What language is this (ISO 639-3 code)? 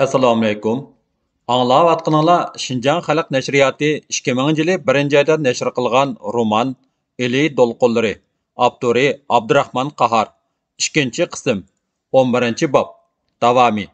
uig